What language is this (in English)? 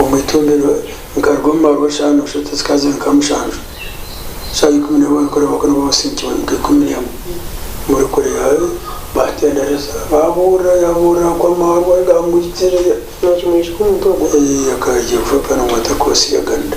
Nyankole